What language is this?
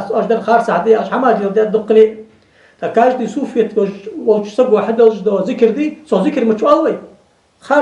Ingush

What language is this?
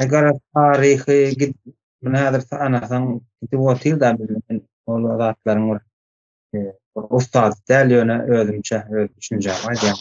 Turkmen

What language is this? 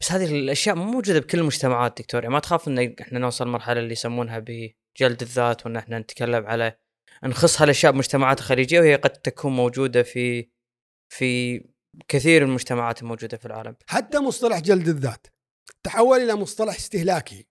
Gulf Arabic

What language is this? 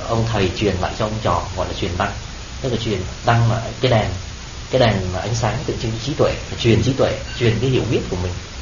Vietnamese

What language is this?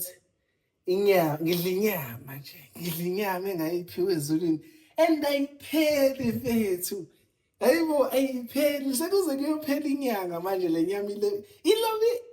Zulu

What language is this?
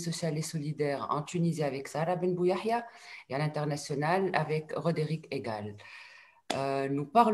French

